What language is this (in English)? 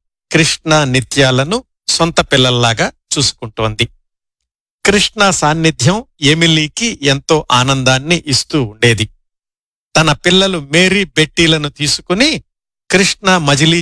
Telugu